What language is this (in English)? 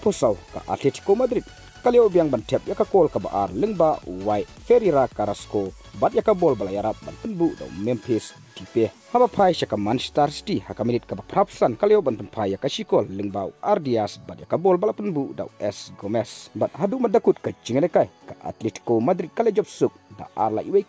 Khasi